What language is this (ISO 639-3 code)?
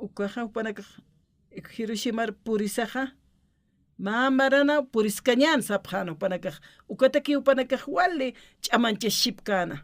aym